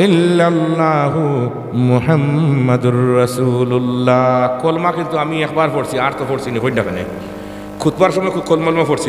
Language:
Sylheti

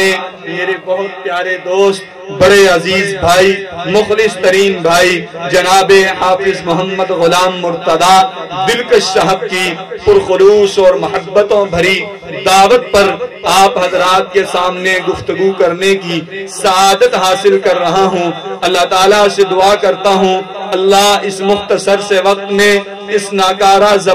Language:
Urdu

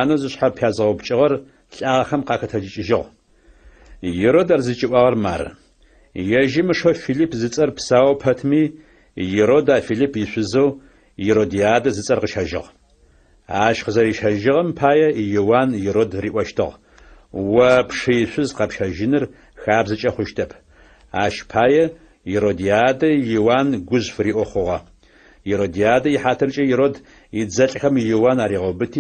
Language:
Adyghe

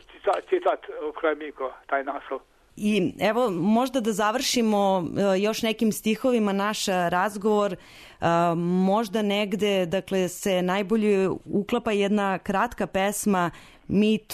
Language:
Serbian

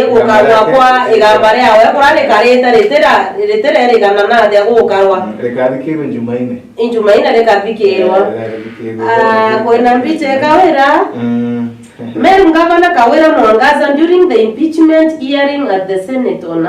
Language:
Meru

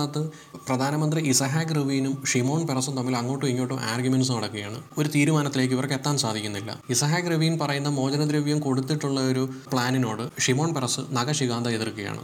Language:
Malayalam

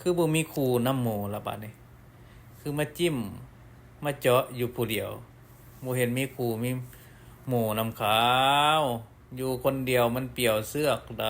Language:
Lao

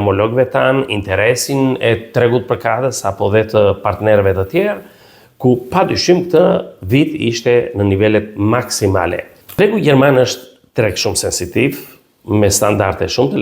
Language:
Albanian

